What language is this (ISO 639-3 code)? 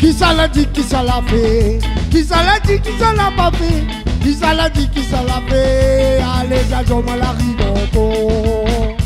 rcf